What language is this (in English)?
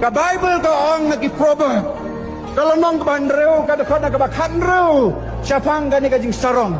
Khasi